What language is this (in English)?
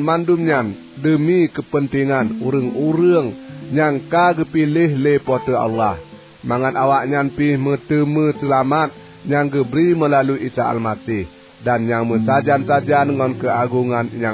Achinese